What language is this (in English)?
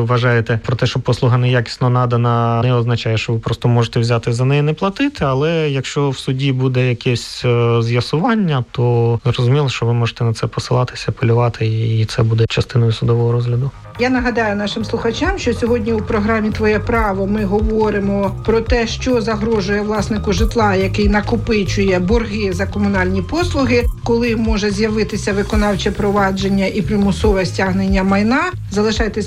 Ukrainian